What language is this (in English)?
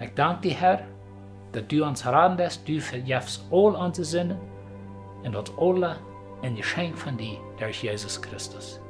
Plautdietsch